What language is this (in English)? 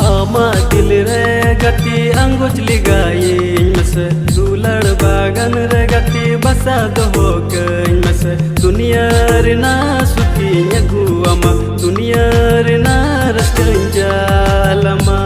Santali